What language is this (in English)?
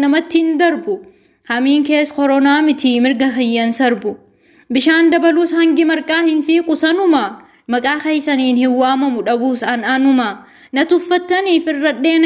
Oromo